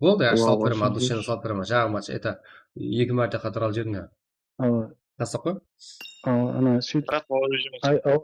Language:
Kara-Kalpak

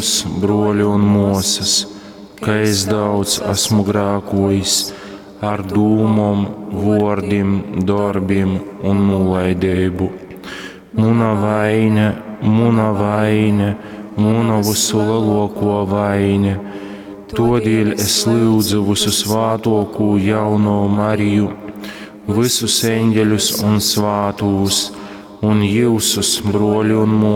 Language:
Latgalian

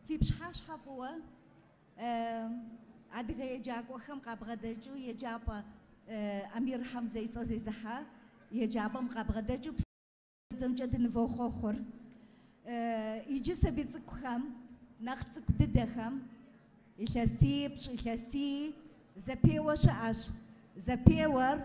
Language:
Kabardian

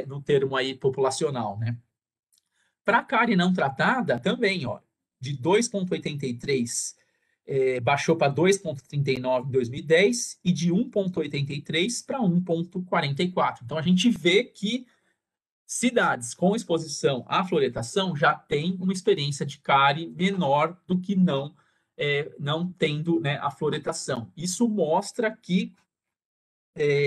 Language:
Portuguese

